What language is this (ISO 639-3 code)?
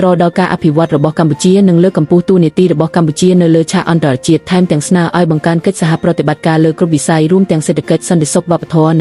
khm